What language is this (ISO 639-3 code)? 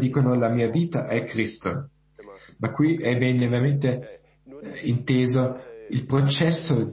ita